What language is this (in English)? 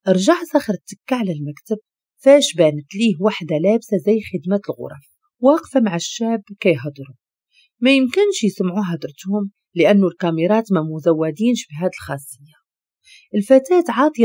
Moroccan Arabic